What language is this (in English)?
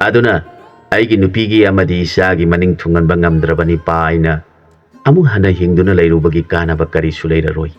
Manipuri